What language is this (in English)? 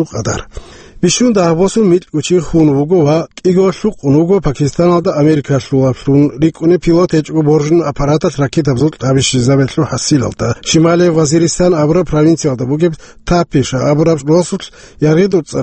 Avaric